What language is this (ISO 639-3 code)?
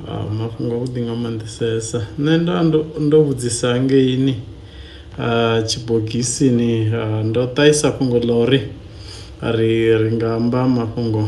ven